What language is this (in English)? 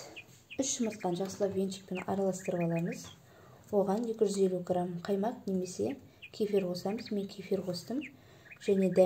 Kazakh